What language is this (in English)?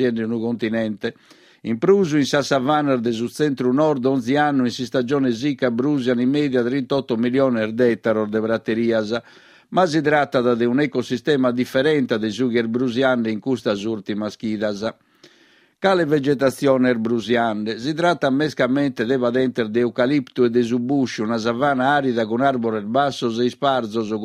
Sardinian